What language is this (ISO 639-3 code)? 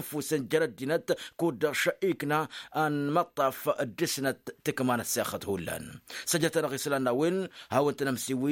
taq